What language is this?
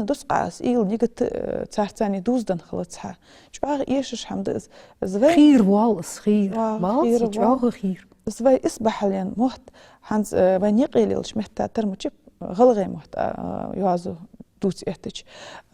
Ingush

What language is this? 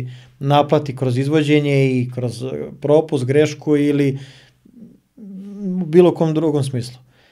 Serbian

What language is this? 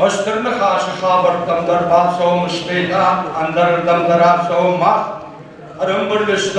Ossetic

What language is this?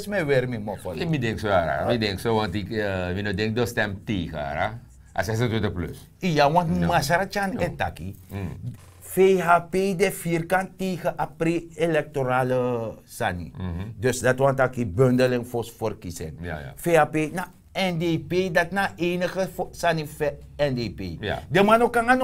Sranan Tongo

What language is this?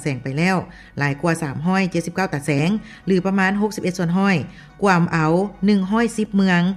Lao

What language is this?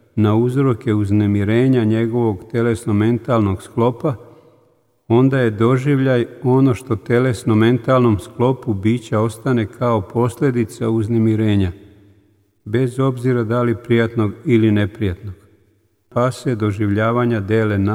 Serbian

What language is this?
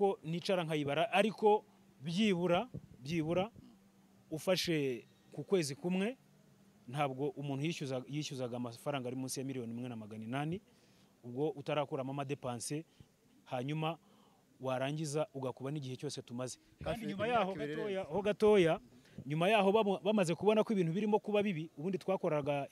Kinyarwanda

